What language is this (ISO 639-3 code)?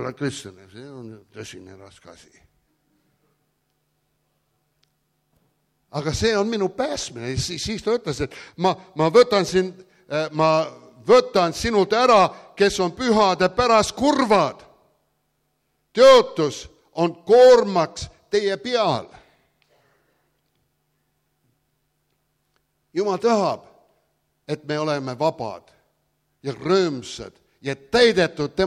est